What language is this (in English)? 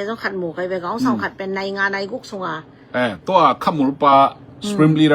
Tedim Chin